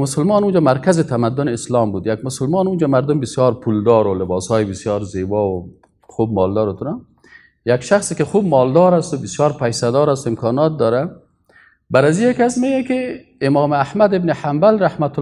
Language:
Persian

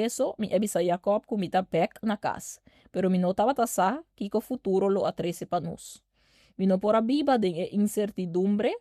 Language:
Papiamento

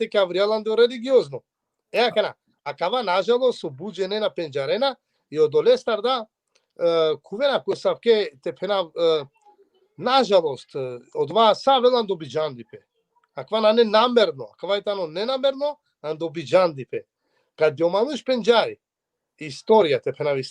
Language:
Balkan Romani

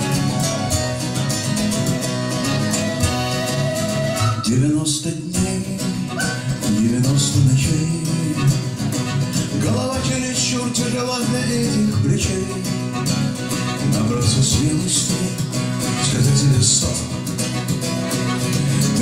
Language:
Russian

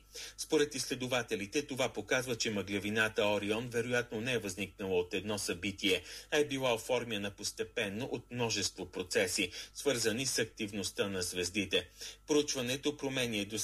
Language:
Bulgarian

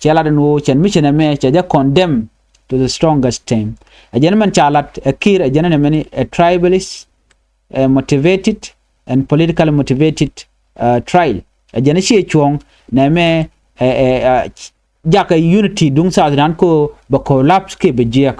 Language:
Nuer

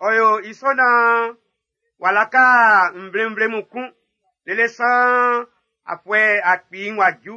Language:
Baoulé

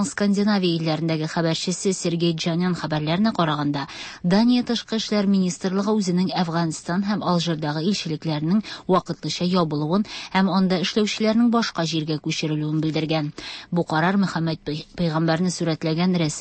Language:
Tatar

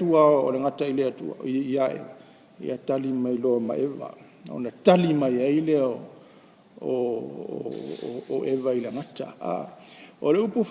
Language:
Samoan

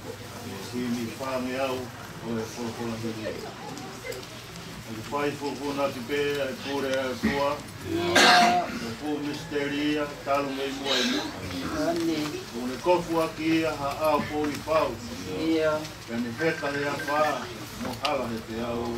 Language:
Tongan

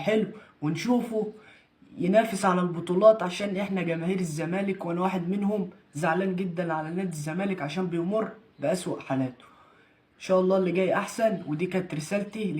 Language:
Egyptian Arabic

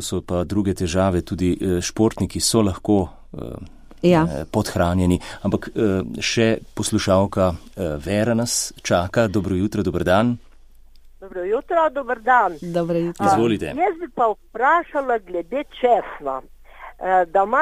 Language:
Slovenian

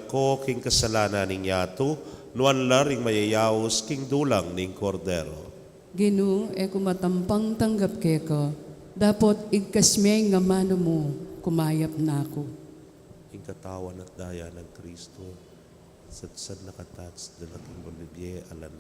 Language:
Pampanga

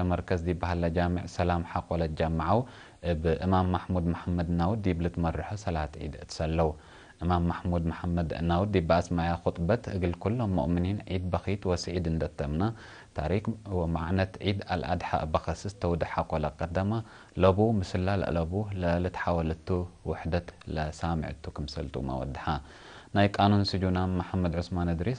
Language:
Tigre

